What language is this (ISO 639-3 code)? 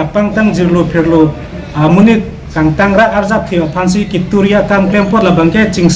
mjw